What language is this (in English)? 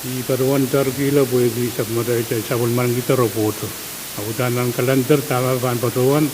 Pohnpeian